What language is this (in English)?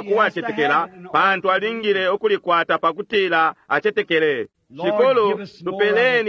Bemba